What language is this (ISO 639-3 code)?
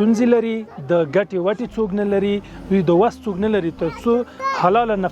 pus